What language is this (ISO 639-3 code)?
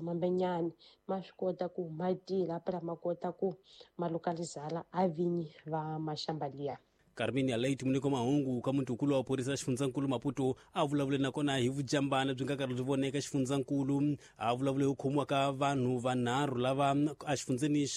tso